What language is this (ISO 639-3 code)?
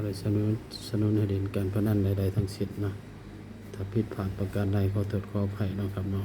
tts